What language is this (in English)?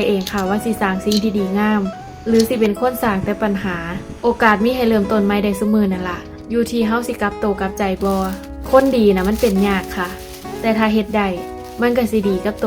Northeastern Thai